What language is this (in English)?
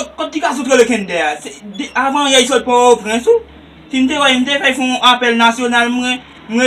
Haitian Creole